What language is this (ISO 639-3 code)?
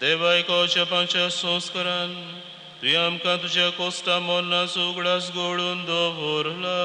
kok